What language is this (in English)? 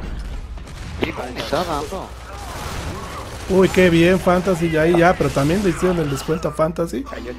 Spanish